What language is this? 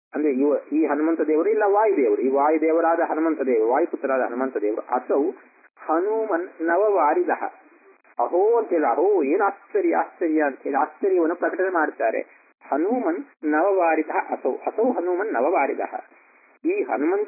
Kannada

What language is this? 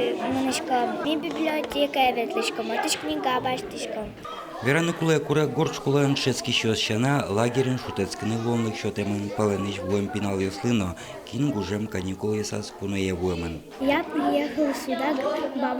Udmurt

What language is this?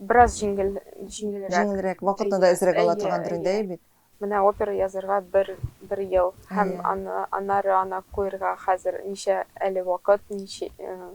Tatar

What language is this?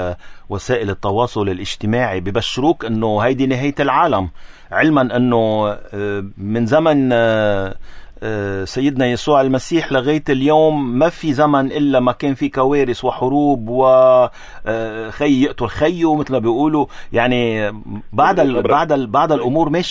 North Levantine Arabic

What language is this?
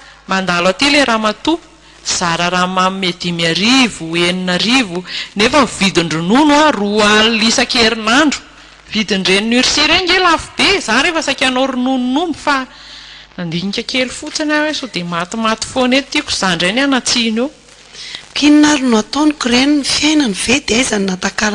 Malagasy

